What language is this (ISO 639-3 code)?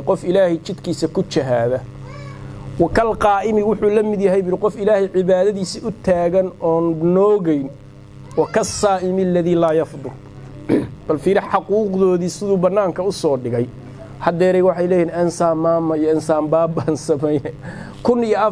som